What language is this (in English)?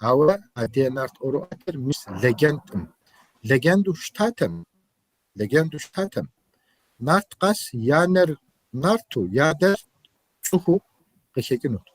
Kabardian